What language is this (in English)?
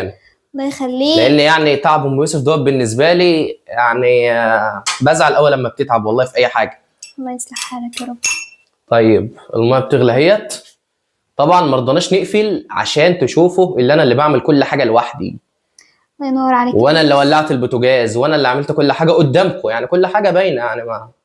Egyptian Arabic